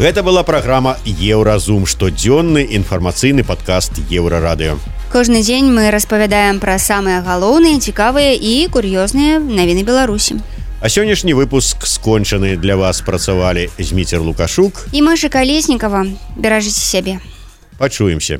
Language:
Belarusian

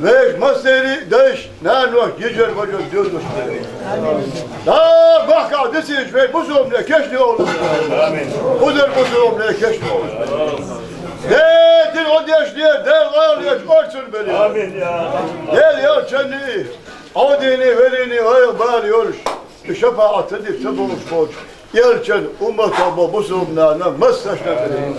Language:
Chechen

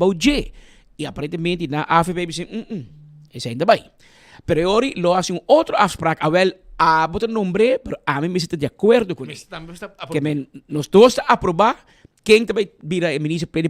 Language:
Papiamento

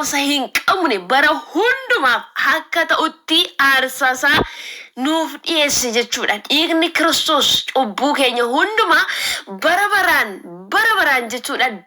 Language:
Oromo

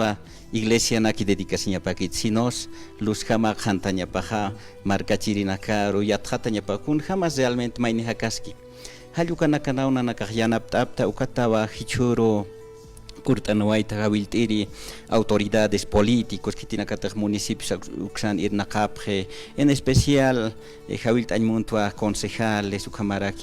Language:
Aymara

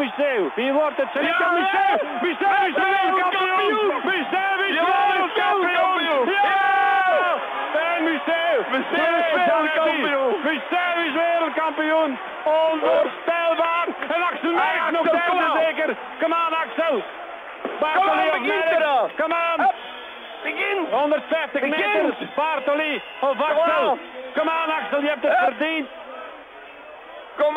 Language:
Dutch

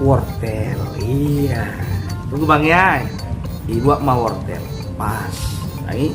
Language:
Batak Toba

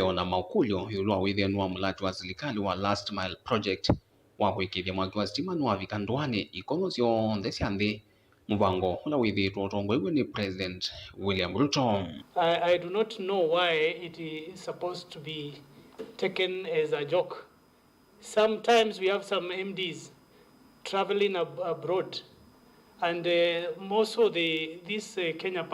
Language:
Kamba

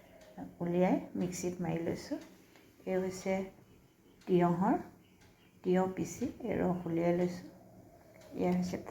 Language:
Assamese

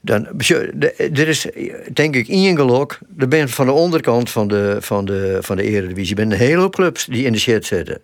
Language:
Western Frisian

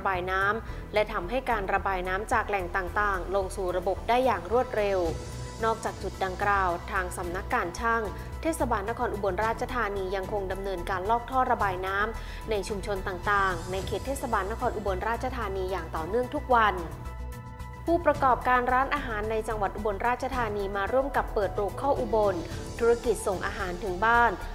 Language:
Thai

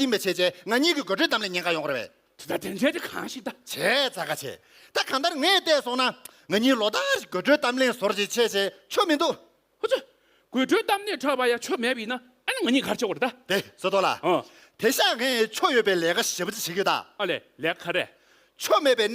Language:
Tibetan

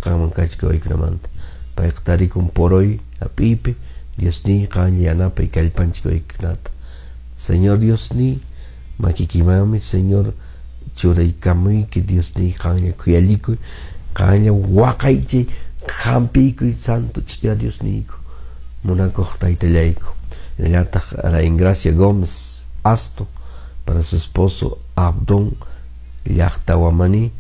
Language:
Quechua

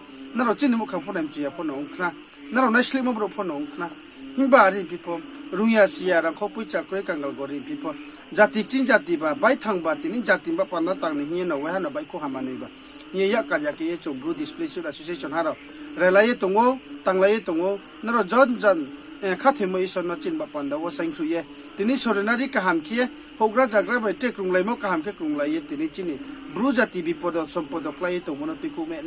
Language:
Riang (India)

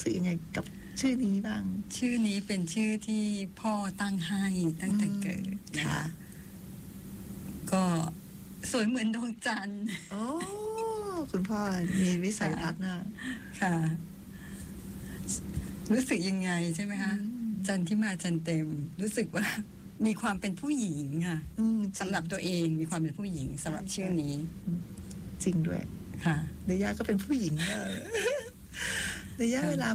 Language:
Thai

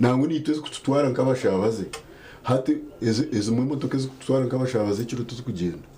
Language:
Nyankole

